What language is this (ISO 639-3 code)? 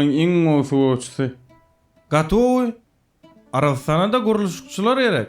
tuk